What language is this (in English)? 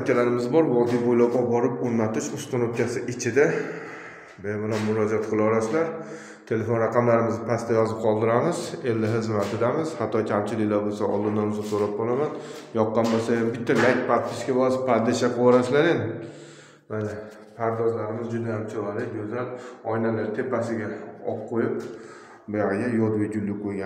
Uzbek